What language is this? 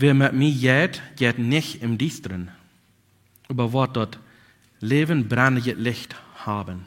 Plautdietsch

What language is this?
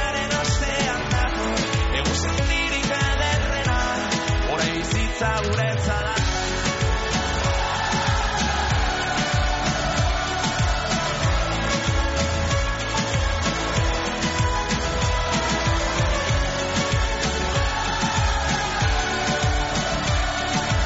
Basque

